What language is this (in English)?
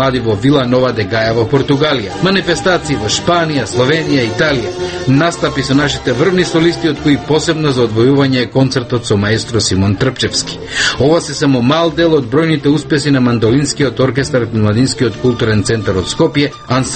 Macedonian